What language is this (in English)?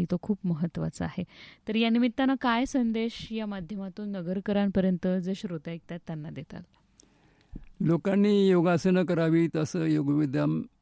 Marathi